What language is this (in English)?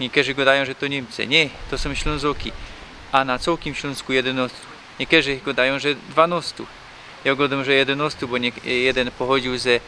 Silesian